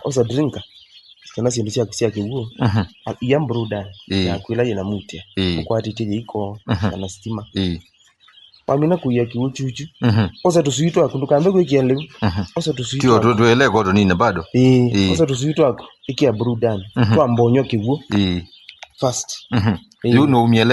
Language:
Kamba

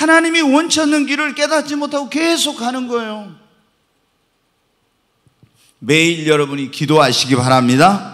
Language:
Korean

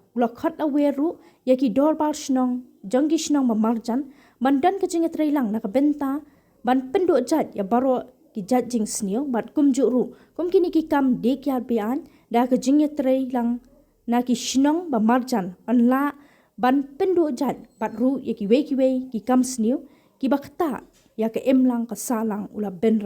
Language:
Khasi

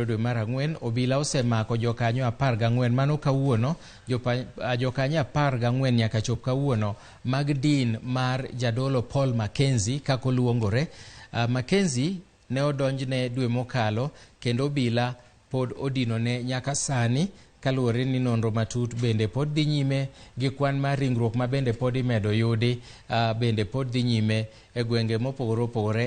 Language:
Luo (Kenya and Tanzania)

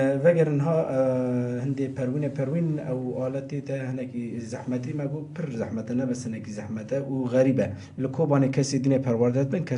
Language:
Kurdish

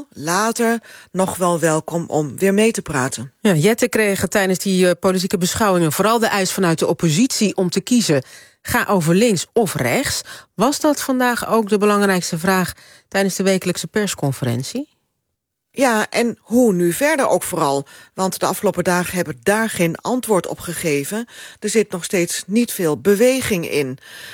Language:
Dutch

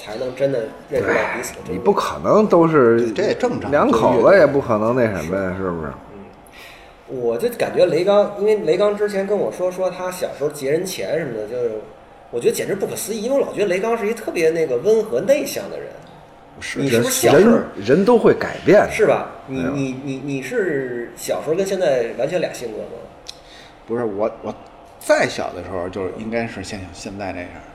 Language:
Chinese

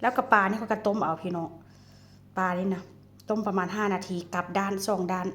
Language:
Lao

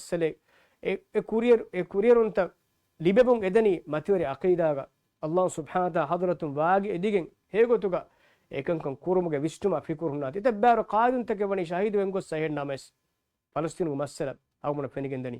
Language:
Divehi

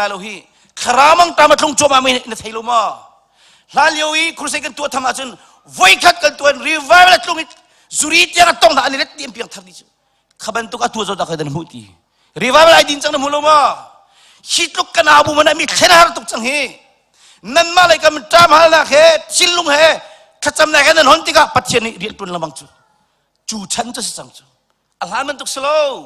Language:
Hakha Chin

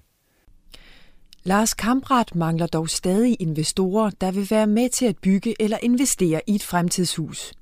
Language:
Danish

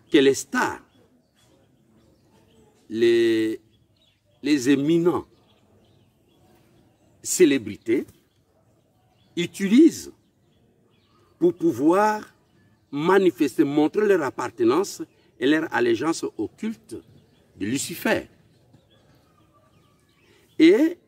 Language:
French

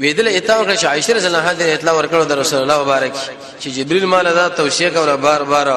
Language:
Pashto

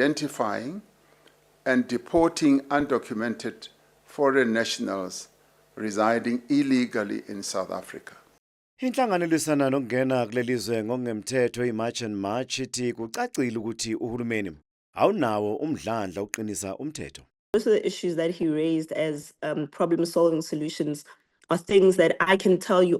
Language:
Zulu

